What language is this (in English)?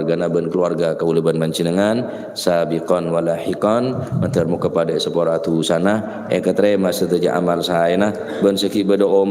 Madurese